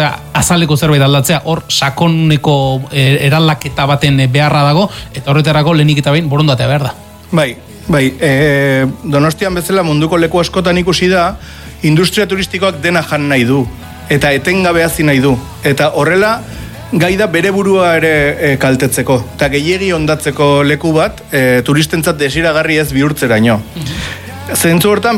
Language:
Basque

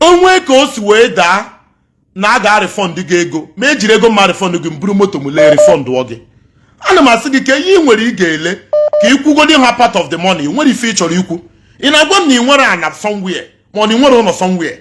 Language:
Igbo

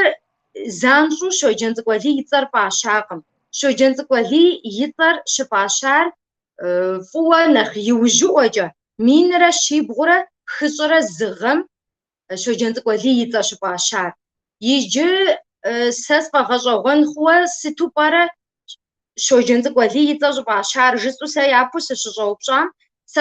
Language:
Kabardian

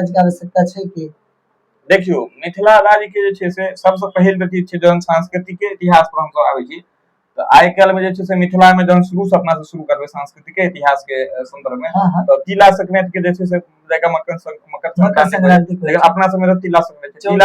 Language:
Maithili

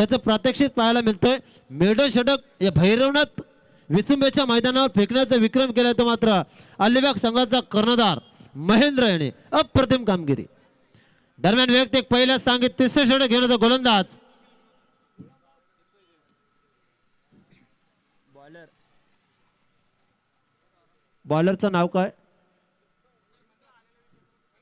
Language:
Marathi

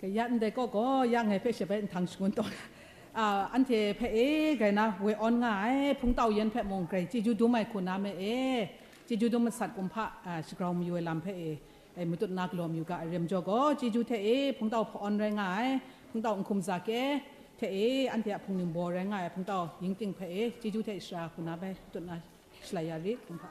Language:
Kachin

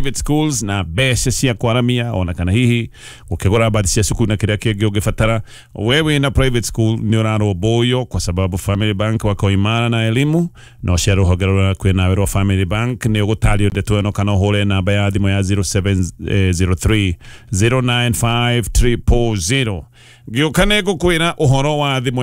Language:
Kikuyu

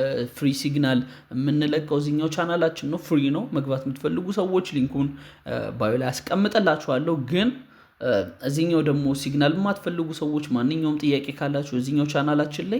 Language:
Amharic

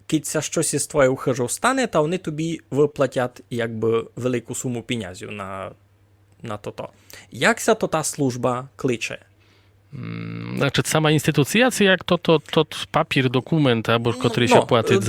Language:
Rusyn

